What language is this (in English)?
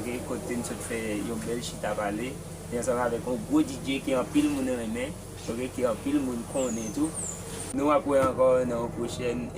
Haitian Creole